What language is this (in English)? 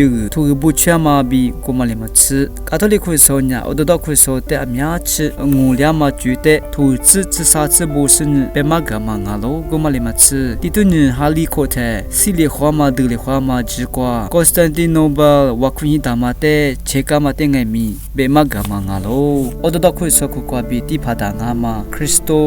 Lisu